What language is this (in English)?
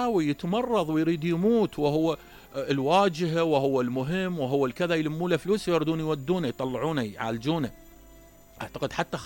Mesopotamian Arabic